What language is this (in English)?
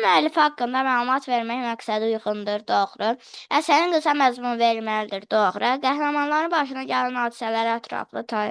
Azerbaijani